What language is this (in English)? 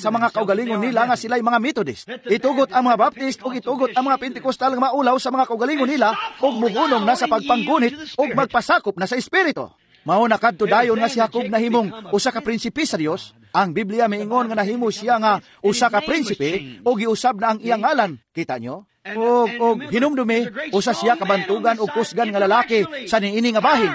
Cebuano